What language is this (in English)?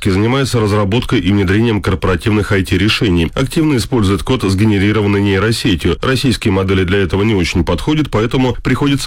Russian